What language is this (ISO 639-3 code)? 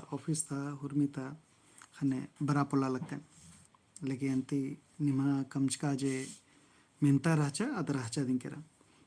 kru